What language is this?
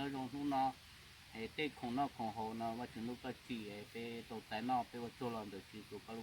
Hmong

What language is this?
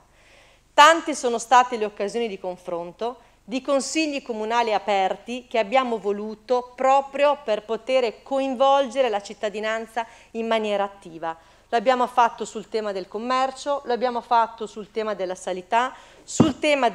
Italian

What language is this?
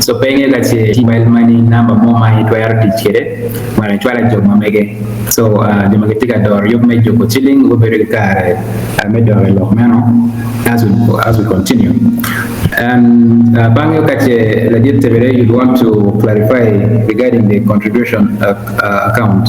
Acoli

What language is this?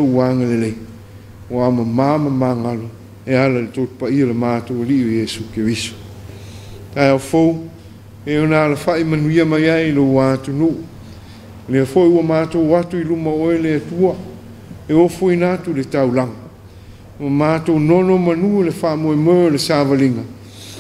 Samoan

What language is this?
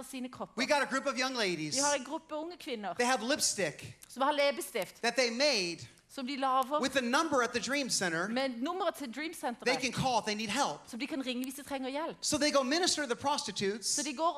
Norwegian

